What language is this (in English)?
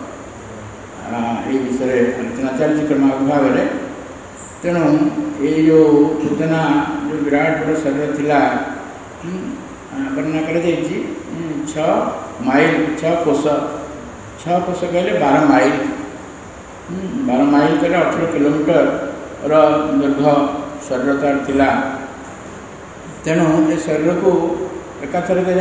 Odia